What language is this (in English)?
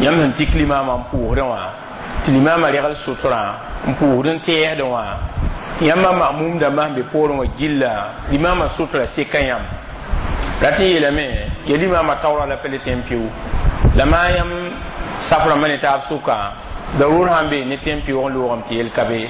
Mossi